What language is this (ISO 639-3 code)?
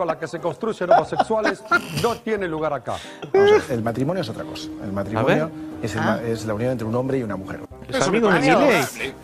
spa